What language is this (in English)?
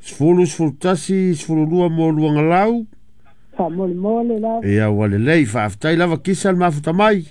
Samoan